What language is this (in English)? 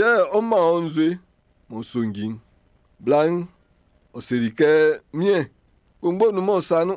Baoulé